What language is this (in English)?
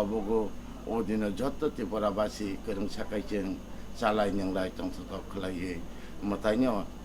Kok Borok